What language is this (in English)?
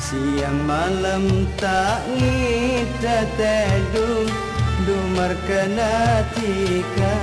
Madurese